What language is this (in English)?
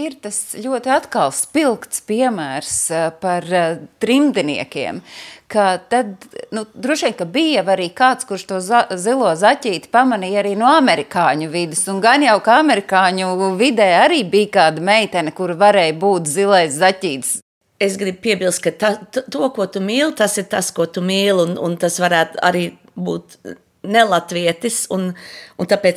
Latvian